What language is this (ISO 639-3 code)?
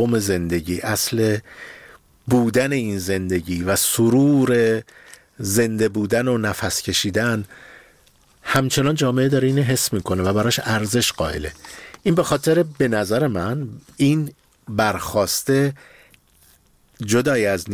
fas